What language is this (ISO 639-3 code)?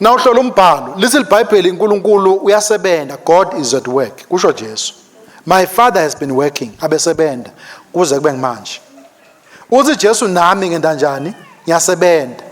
ssw